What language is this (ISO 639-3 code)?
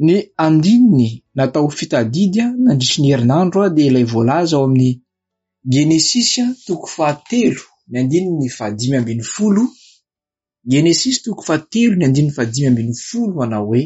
mlg